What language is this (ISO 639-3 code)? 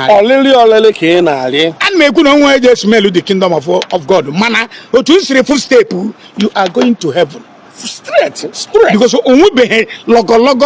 ibo